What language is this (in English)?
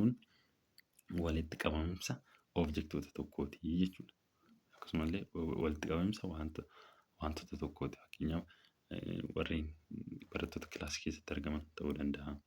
Oromo